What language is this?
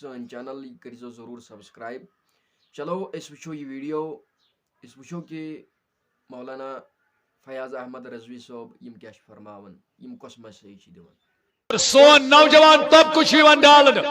Kashmiri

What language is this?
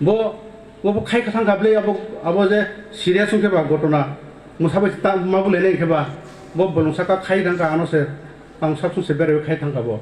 Riang (India)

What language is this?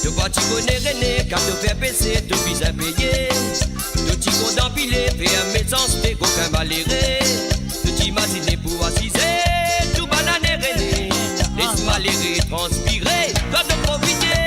Morisyen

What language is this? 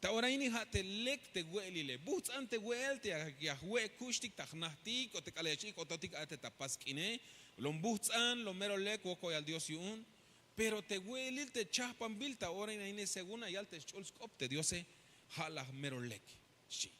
Tzeltal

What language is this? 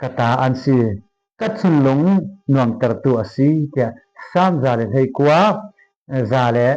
Falam Chin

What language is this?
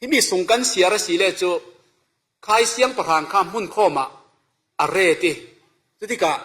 Falam Chin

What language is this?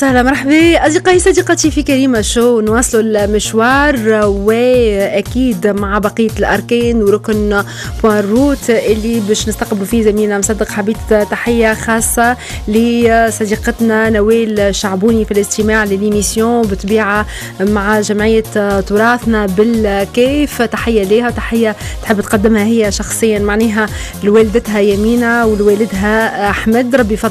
Tunisian Arabic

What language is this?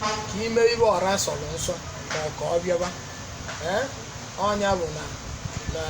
Igbo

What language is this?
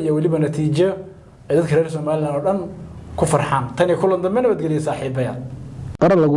Somali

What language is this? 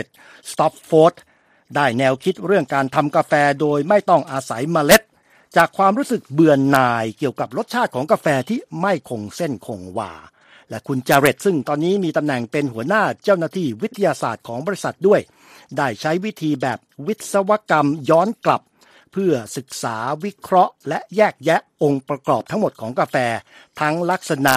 Thai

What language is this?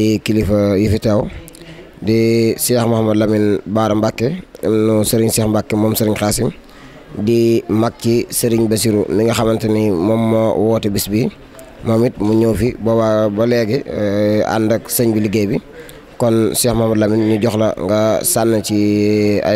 Wolof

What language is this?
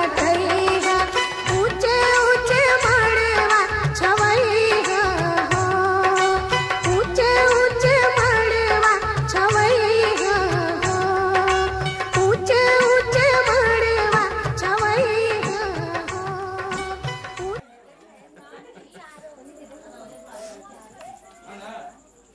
Bhojpuri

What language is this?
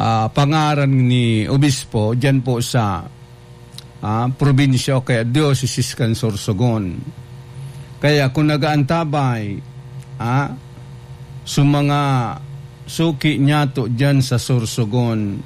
Bikol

